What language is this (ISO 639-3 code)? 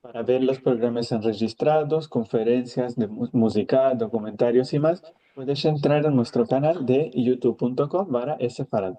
lad